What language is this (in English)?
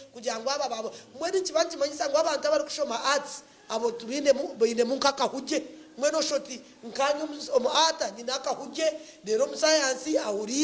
Nyankole